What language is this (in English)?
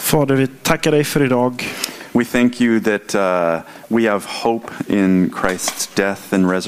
Swedish